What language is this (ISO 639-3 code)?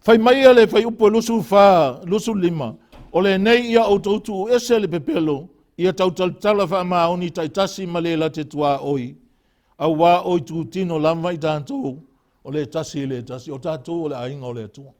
smo